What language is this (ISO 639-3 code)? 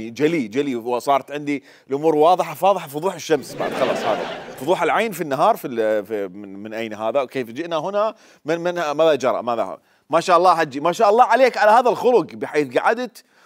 acm